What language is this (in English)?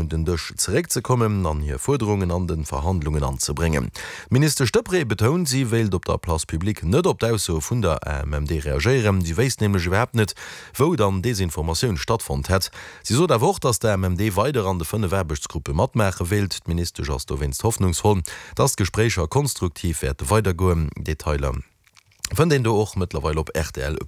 Luxembourgish